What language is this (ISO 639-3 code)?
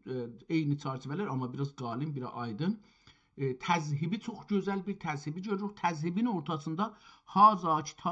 azb